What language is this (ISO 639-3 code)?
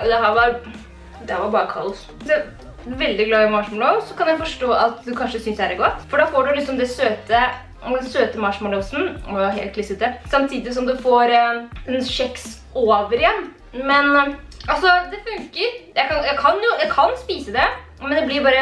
nor